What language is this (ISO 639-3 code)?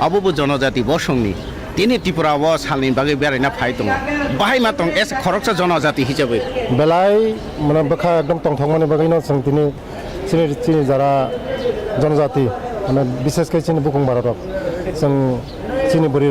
trp